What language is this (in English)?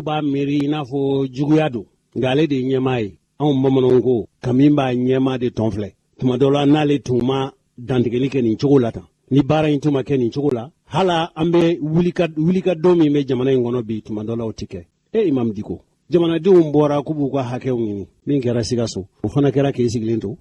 Bambara